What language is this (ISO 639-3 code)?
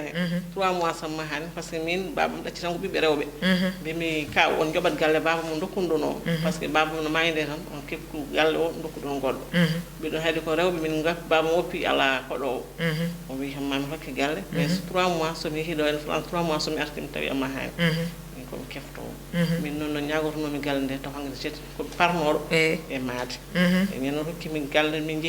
ful